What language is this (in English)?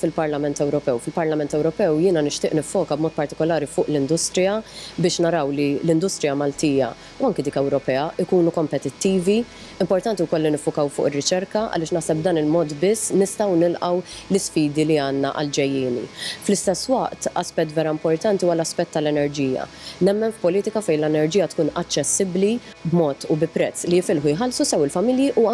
Maltese